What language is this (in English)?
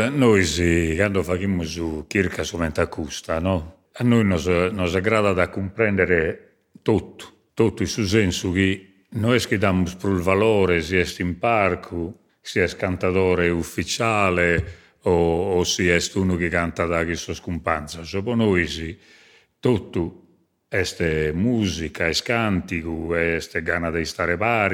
Sardinian